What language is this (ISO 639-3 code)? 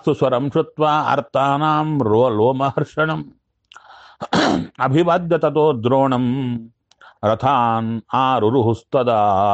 kan